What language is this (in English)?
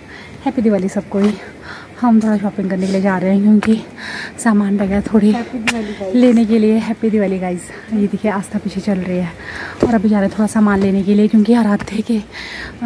Hindi